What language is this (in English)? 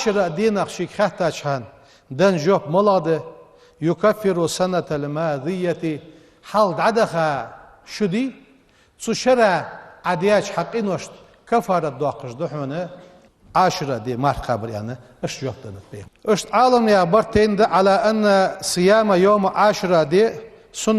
Ingush